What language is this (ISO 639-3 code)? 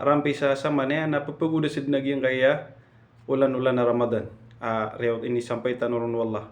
mrw